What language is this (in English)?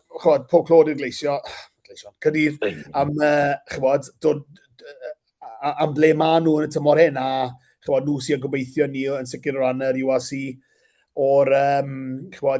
Welsh